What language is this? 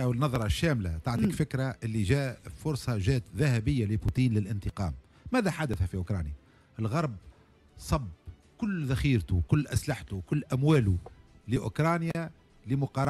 Tunisian Arabic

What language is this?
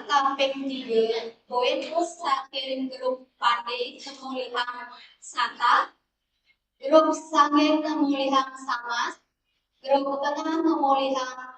Balinese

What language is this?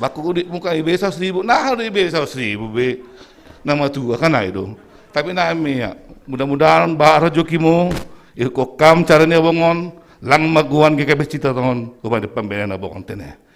Batak Simalungun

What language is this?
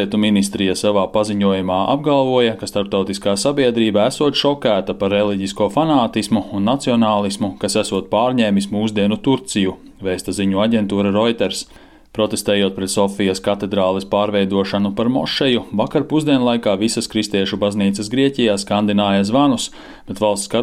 Latvian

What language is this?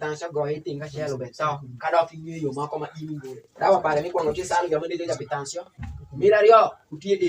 Alur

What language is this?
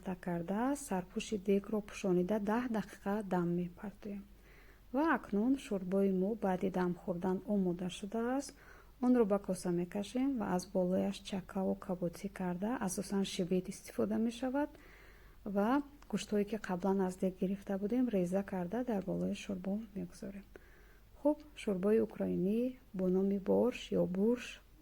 Tajik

